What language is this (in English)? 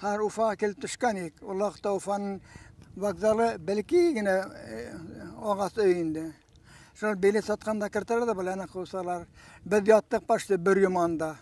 Bashkir